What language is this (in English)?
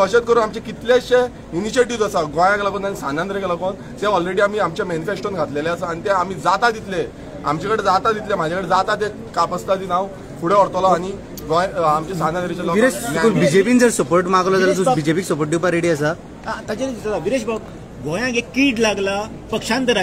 Konkani